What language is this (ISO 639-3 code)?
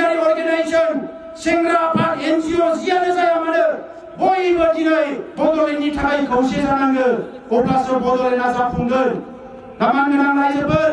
brx